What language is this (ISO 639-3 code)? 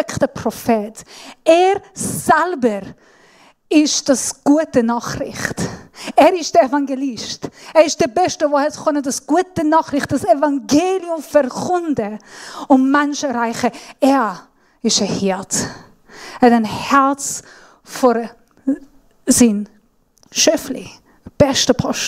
gsw